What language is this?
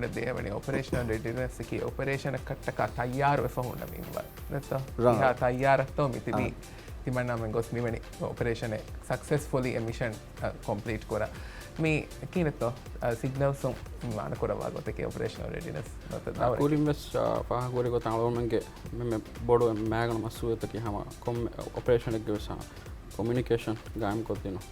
Divehi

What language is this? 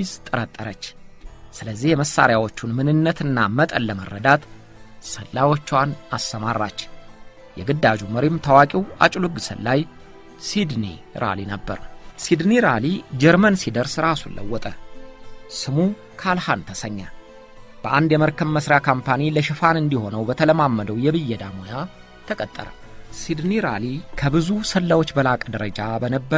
Amharic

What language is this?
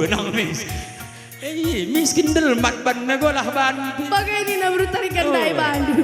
Batak Karo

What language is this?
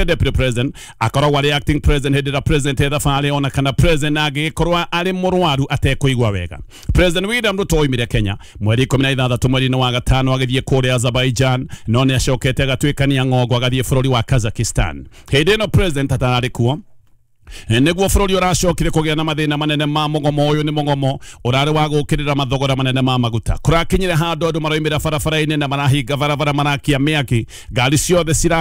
Kikuyu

